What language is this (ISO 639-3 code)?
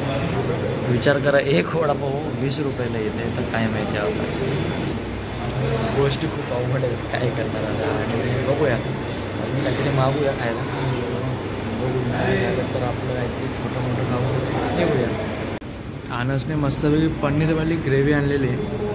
mar